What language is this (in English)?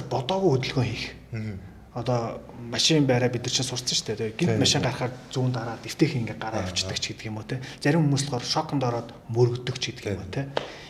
Mongolian